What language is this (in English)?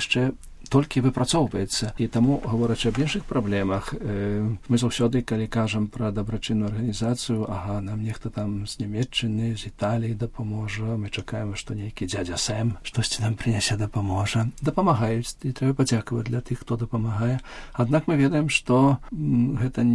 Belarusian